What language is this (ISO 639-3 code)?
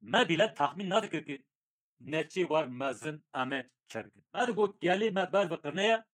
kur